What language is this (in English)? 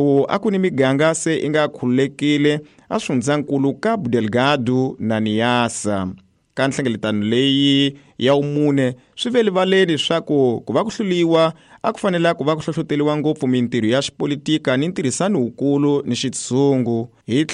Tsonga